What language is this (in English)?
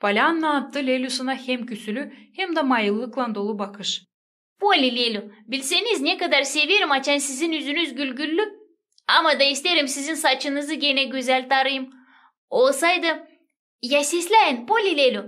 Gagauz